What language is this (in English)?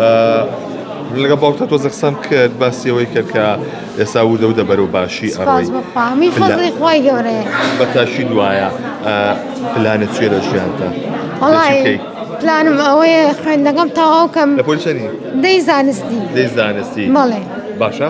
Central Kurdish